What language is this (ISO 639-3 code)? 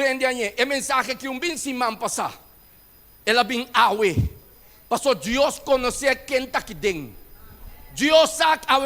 pap